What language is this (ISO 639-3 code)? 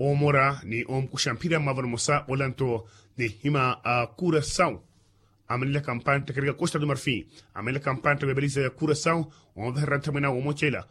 vmw